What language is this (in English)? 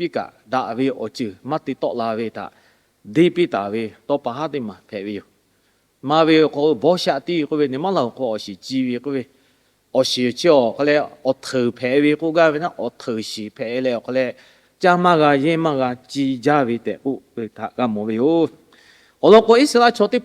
Lahu